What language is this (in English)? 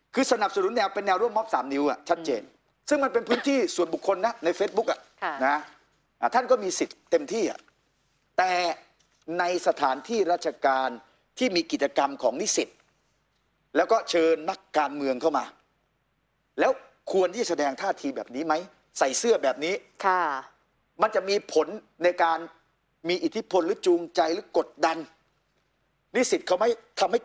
Thai